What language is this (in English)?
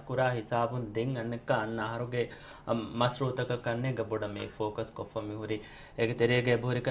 Divehi